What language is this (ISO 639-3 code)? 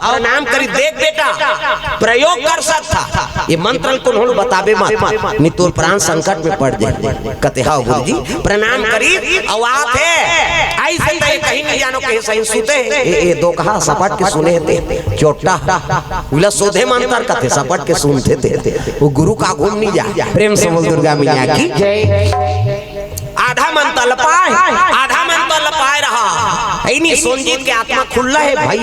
hne